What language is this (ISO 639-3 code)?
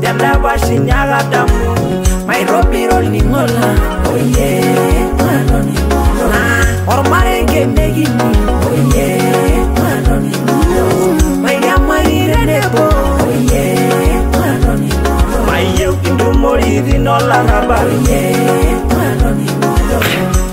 mas